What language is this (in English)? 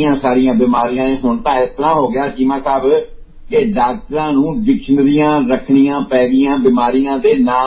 Punjabi